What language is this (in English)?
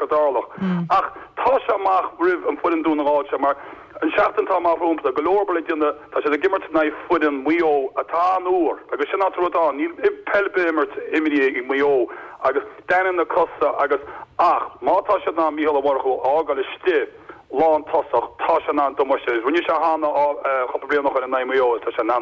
Irish